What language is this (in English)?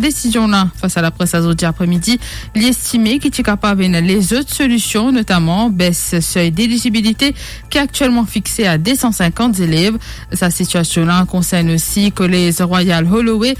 Morisyen